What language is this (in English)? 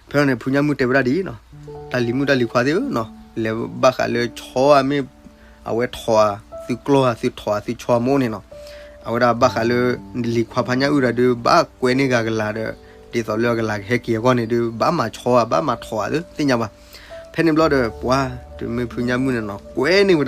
S'gaw Karen